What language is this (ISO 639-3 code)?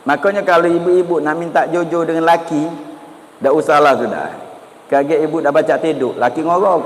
mui